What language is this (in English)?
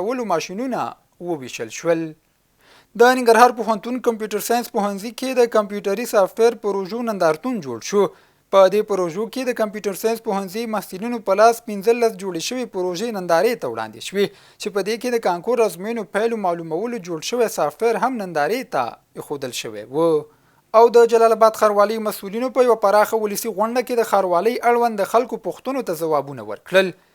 Pashto